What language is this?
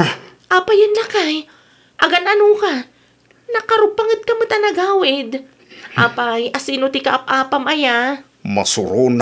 Iloko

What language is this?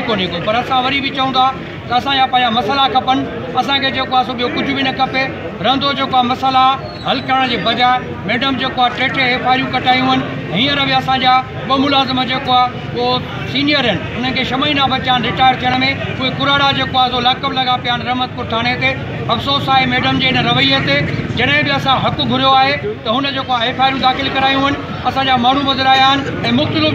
Sindhi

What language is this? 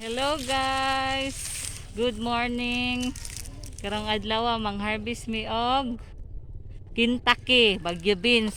Cebuano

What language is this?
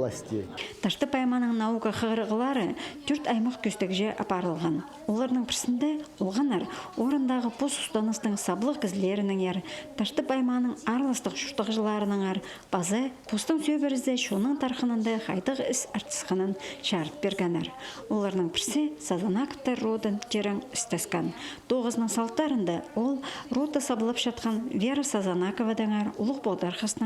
Khakas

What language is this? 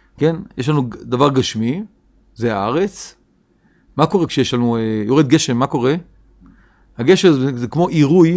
Hebrew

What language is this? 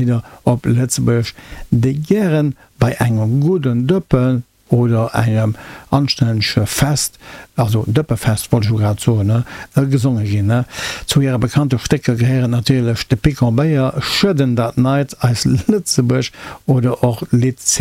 Luxembourgish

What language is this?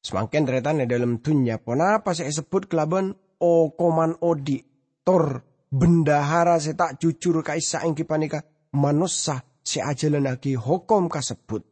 Madurese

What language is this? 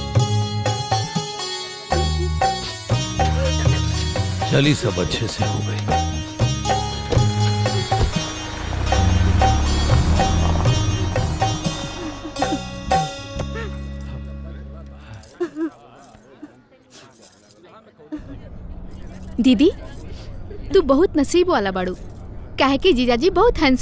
Bhojpuri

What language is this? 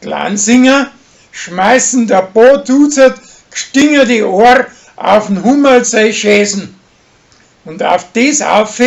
Bavarian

